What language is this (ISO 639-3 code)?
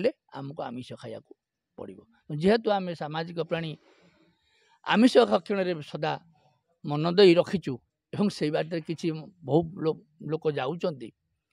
ori